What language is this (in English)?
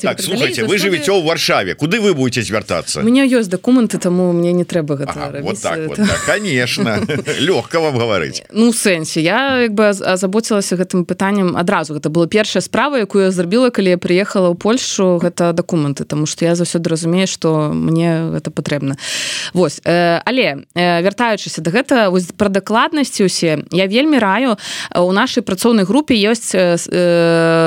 Belarusian